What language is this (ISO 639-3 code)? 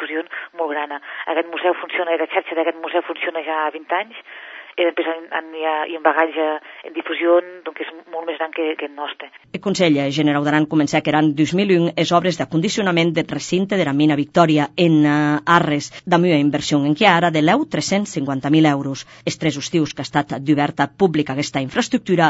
cat